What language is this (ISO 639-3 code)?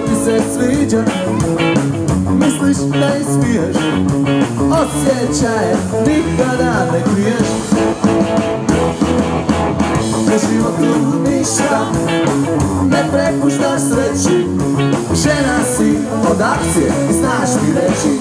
hrv